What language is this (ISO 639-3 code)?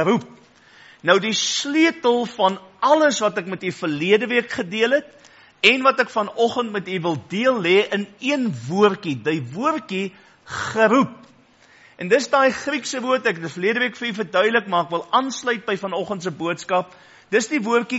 afr